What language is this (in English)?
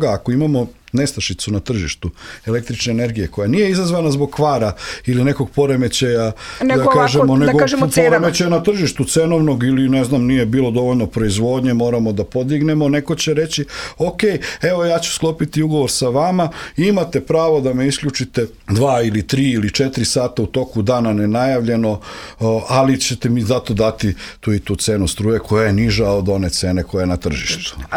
Serbian